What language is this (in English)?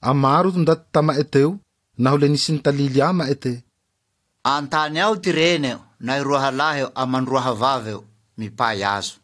Malagasy